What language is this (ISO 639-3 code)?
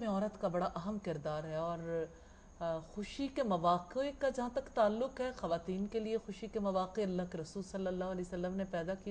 urd